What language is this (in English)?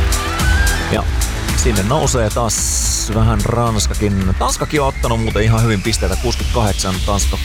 Finnish